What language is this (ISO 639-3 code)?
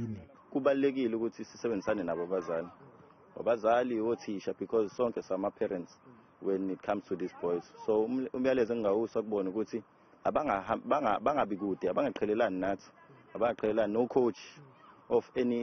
zul